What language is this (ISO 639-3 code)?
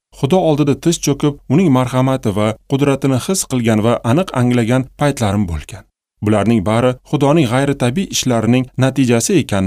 uzb